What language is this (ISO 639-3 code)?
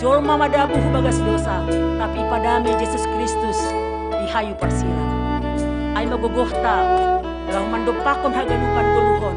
bts